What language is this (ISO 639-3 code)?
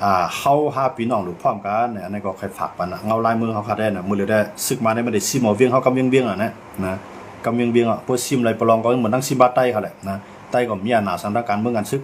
shn